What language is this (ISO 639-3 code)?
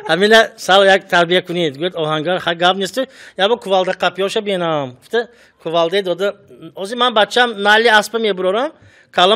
tgk